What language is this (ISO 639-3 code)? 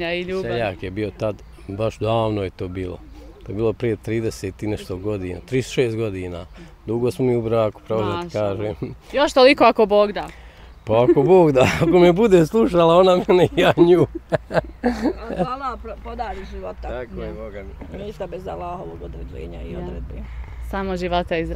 bos